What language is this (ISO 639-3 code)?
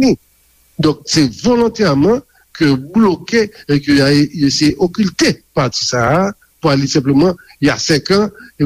hat